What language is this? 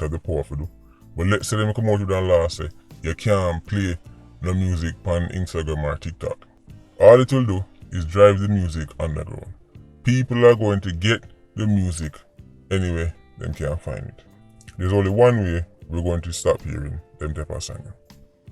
Jamaican Creole English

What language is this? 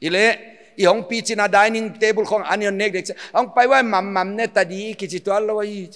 Paite Chin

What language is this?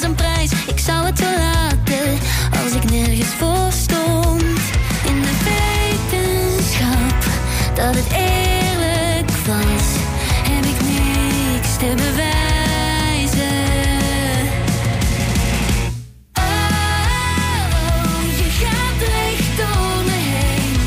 Dutch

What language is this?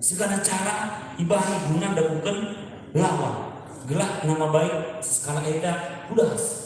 Batak Karo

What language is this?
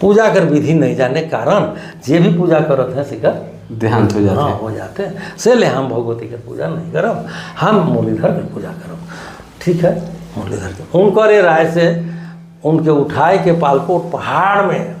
Sadri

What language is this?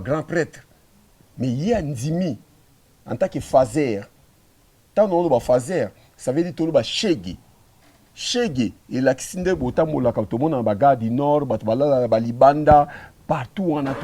Lingala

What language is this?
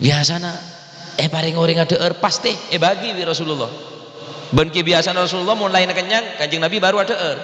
Madurese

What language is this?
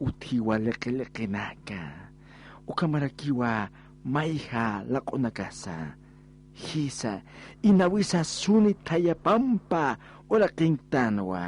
Aymara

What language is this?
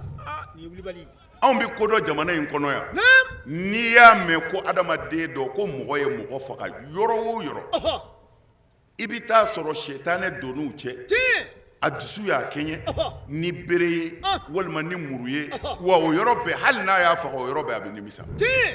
Bambara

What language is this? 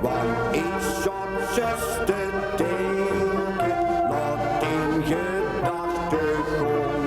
Limburgish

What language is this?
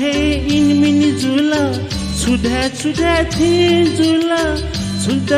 Newari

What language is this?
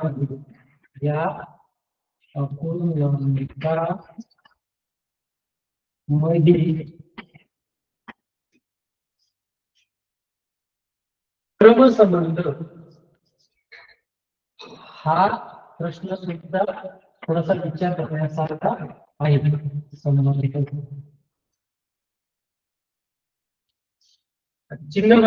Marathi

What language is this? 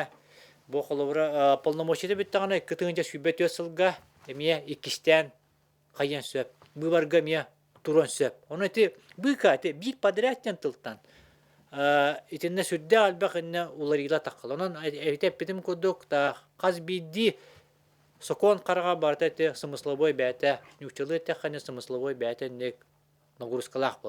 Yakut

